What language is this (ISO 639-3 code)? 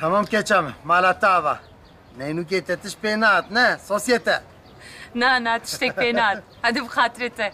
kur